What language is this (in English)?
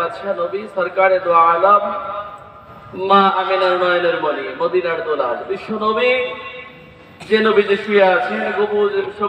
Bangla